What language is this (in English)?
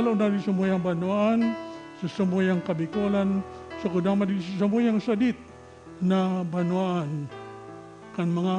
Bikol